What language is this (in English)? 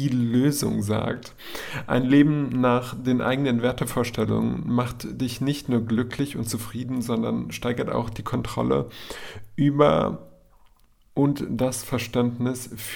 German